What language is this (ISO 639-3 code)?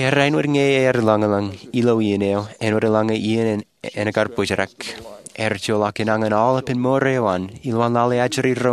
mah